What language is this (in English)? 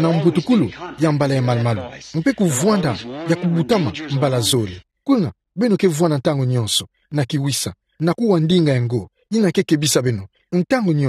Kituba (Democratic Republic of Congo)